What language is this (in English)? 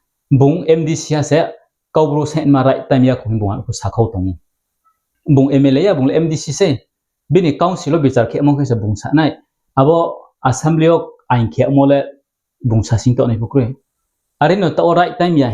Riang (India)